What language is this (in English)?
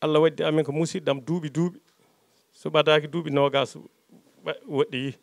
Fula